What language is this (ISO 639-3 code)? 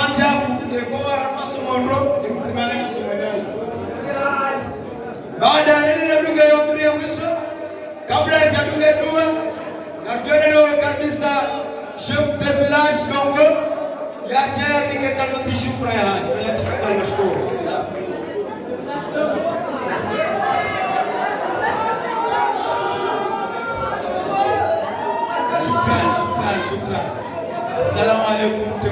swa